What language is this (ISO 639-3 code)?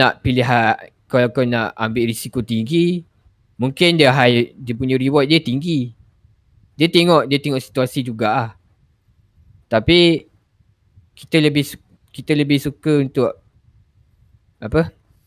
msa